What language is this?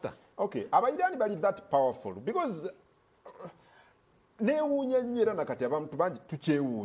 Ganda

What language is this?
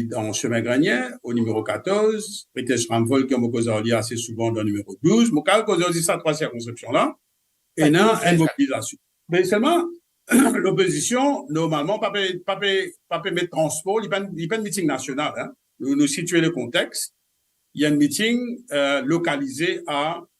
Morisyen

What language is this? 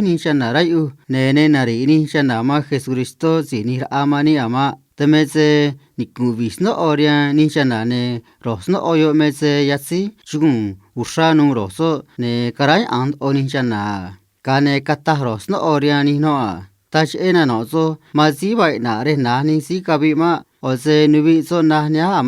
Copala Triqui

